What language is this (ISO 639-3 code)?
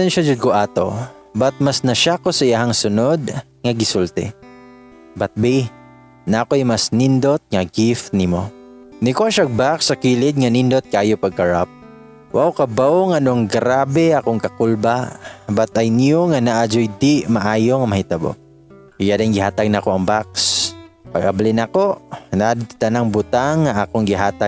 ceb